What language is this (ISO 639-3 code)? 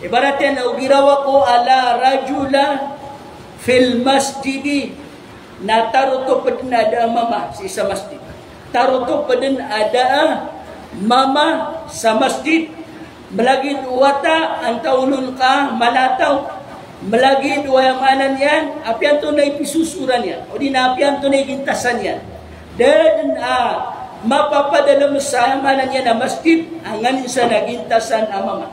mrw